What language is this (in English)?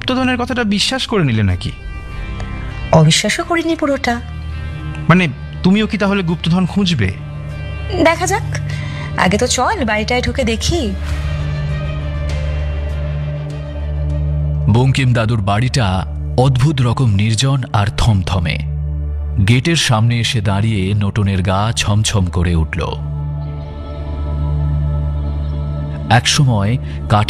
Bangla